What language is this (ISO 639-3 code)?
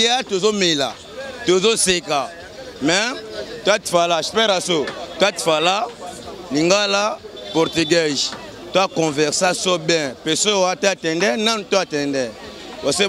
lin